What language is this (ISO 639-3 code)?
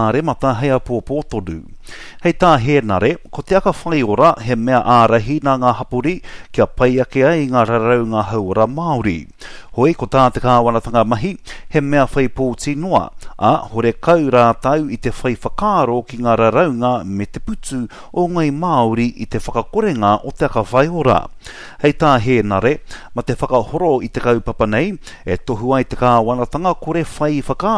mri